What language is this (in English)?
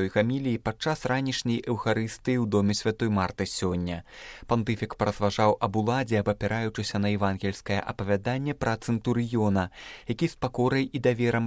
Belarusian